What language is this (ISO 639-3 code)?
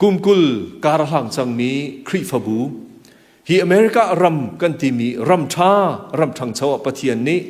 cnh